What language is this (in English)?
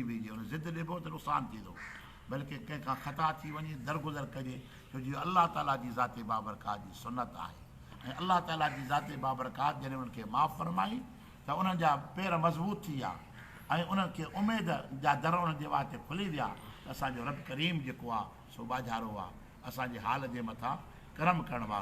Sindhi